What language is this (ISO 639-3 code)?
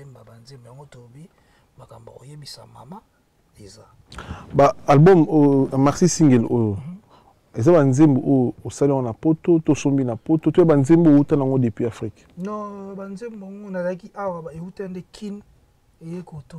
lin